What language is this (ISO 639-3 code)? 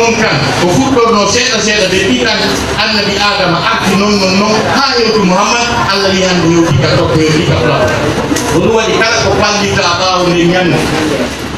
fuf